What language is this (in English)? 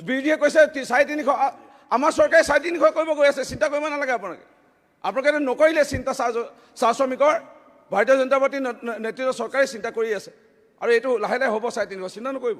Assamese